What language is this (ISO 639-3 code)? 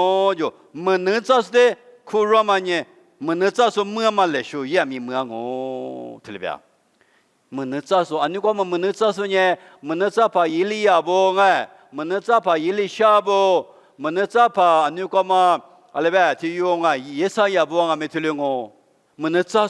lis